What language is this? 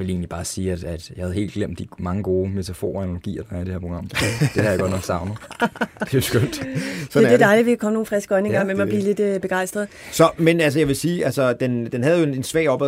Danish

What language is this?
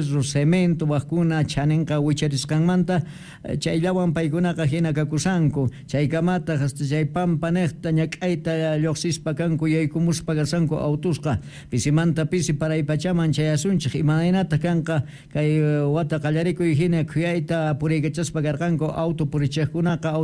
South Bolivian Quechua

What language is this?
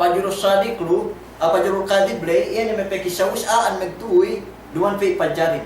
Yakan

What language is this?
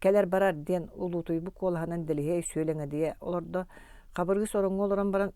Yakut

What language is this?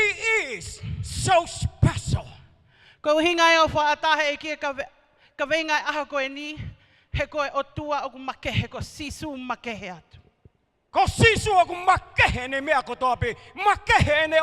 Tongan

